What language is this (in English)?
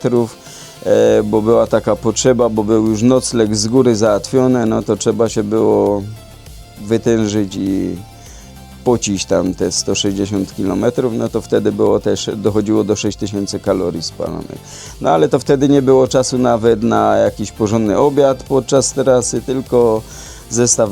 Silesian